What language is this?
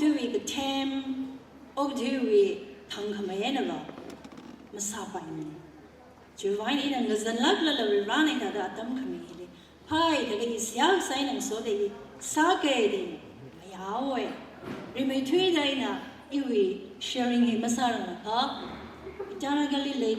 Tangkhul Naga (India)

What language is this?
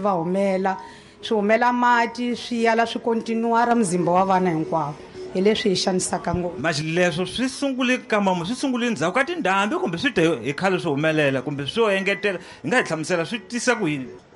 Tsonga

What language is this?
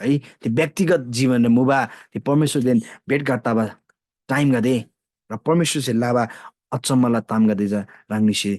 Eastern Tamang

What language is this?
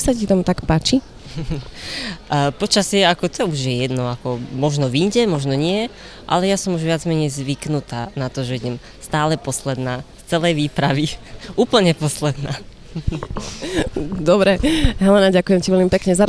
Slovak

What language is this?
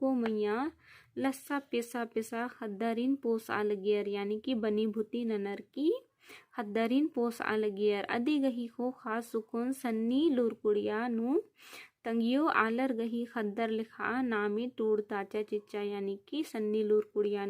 Kurukh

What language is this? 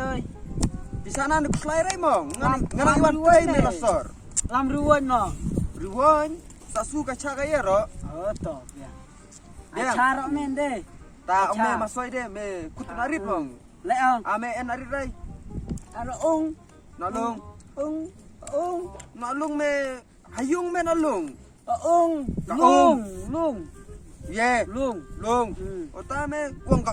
Khasi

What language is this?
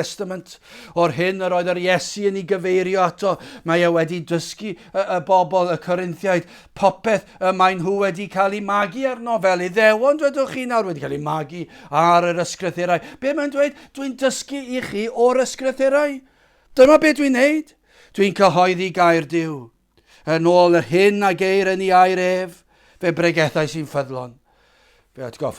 Welsh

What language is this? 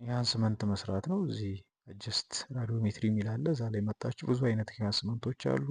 Amharic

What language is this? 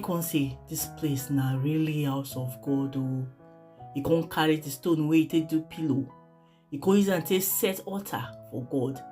Nigerian Pidgin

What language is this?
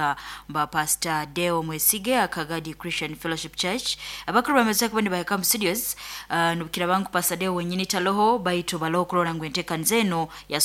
Nyoro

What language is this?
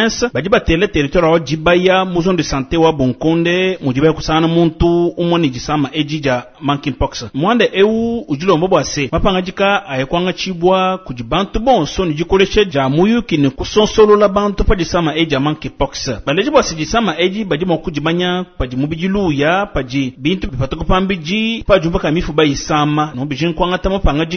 Luba-Lulua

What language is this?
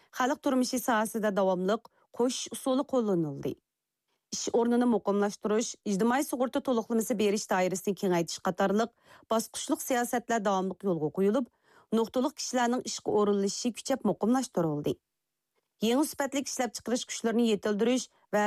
Uyghur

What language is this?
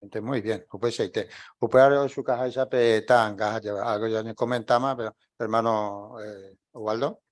Guarani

